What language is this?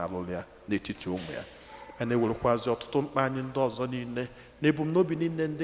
Igbo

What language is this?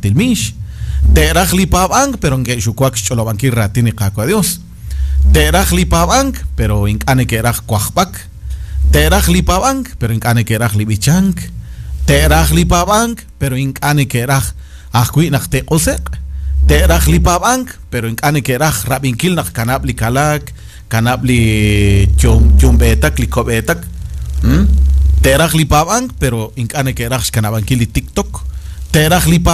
Kekchí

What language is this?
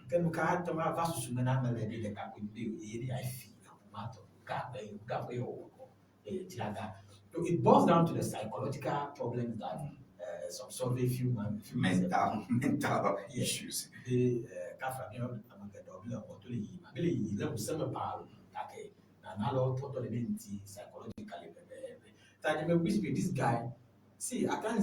Ewe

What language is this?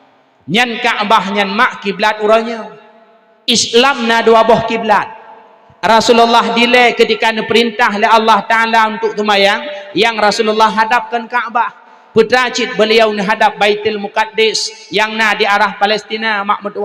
Achinese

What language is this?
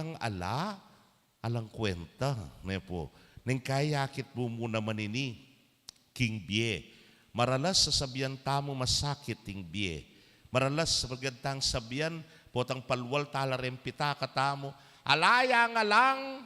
Pampanga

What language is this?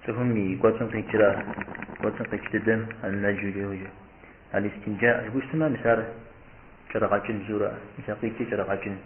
Kabardian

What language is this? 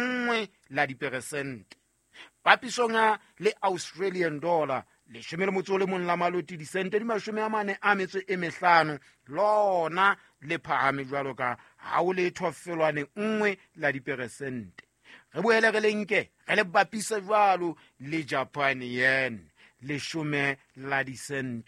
Southern Sotho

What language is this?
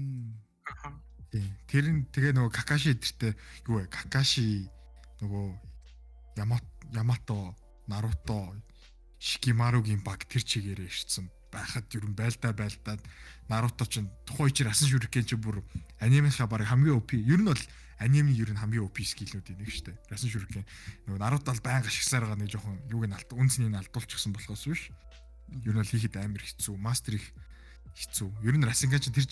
Mongolian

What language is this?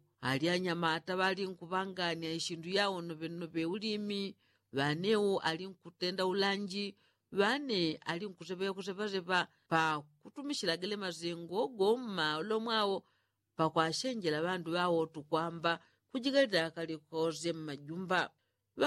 Yao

